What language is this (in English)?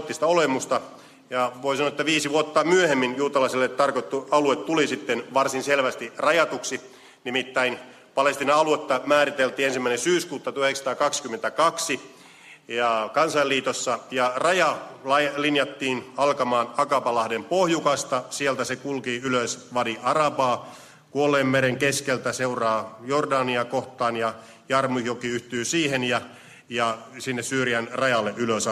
Finnish